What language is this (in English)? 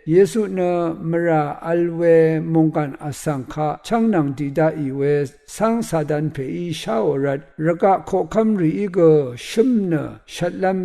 Rawang